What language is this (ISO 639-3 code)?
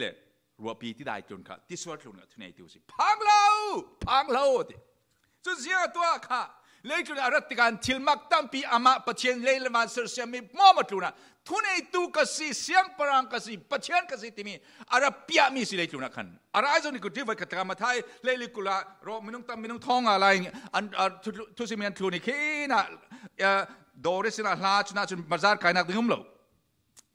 cfm